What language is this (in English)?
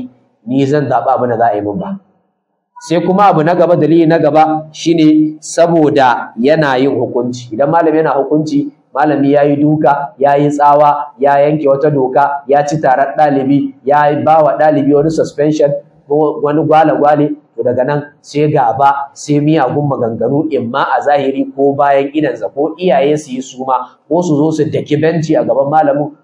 Hausa